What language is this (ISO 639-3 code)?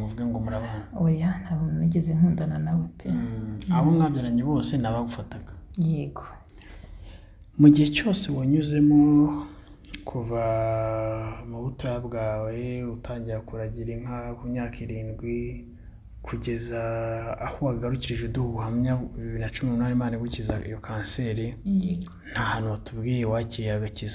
kin